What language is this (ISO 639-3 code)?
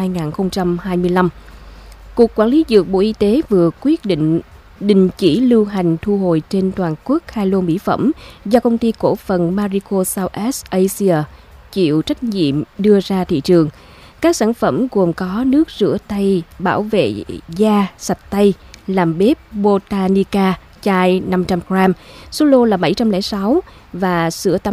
vie